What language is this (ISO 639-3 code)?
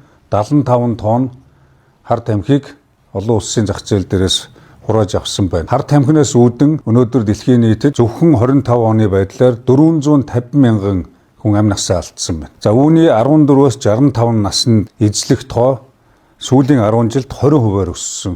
mon